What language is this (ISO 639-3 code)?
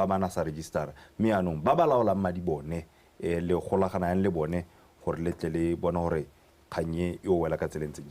tsn